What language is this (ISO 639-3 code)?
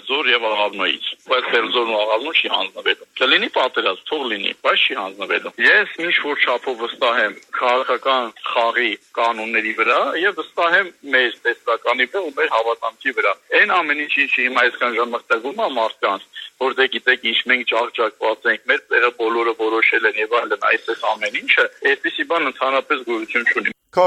hye